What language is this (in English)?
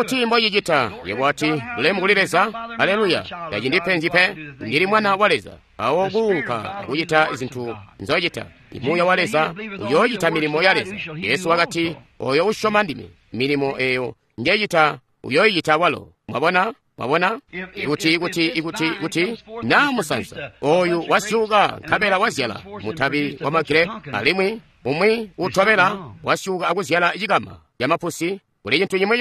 Tonga (Zambia)